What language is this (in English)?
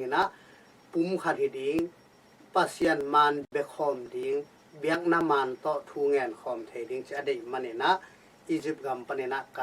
Tedim Chin